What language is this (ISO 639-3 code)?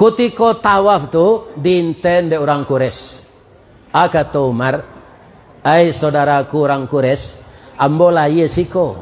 min